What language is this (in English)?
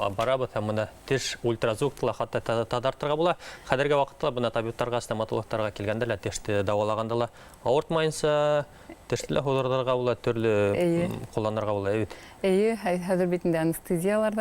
Bashkir